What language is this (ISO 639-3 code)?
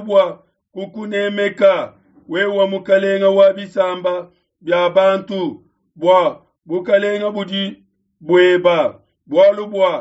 lua